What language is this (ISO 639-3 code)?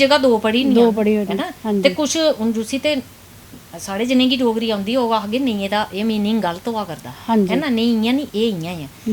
doi